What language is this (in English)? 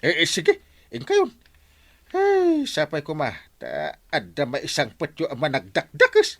Iloko